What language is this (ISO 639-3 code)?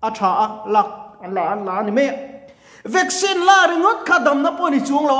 lus